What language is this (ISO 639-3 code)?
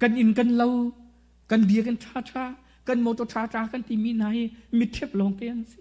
cnh